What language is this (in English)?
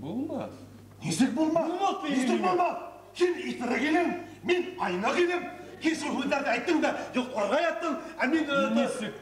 Bashkir